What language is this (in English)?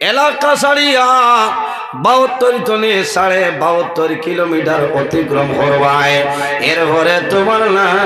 Sylheti